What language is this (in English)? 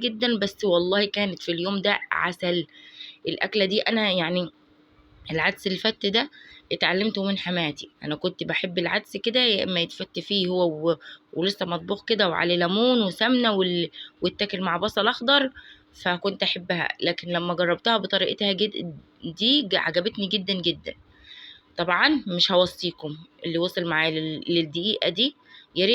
Egyptian Arabic